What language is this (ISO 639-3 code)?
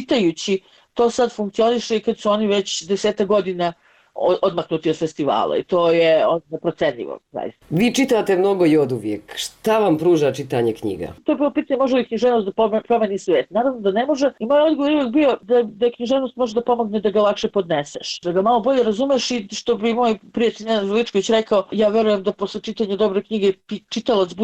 bos